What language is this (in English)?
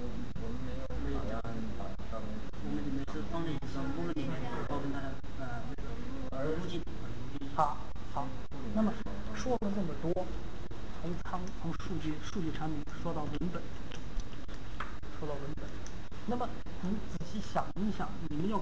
Chinese